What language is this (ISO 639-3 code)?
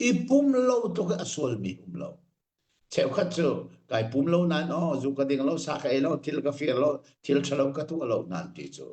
cnh